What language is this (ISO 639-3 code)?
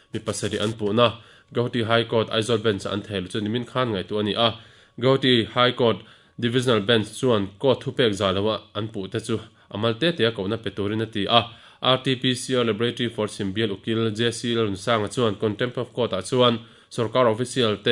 lus